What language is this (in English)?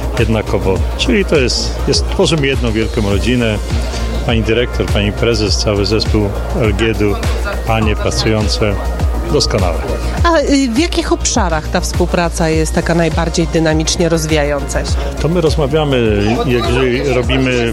Polish